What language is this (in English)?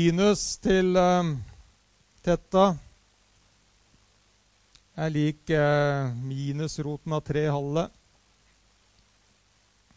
Norwegian